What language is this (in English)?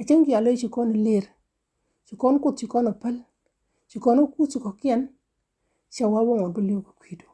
Nuer